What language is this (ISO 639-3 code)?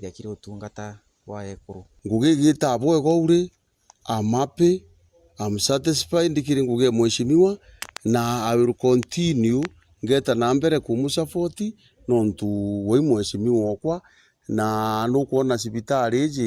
mer